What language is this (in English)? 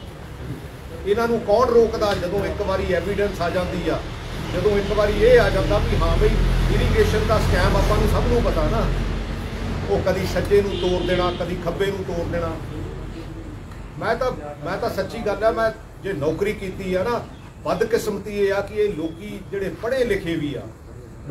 Punjabi